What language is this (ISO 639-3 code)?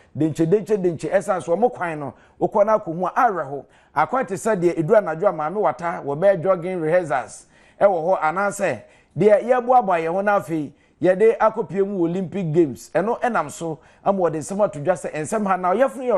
aka